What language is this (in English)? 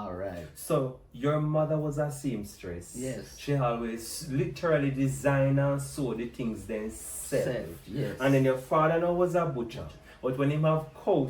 Jamaican Creole English